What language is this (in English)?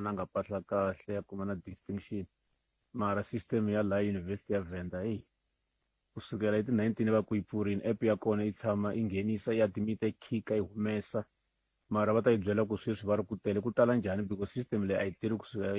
Tsonga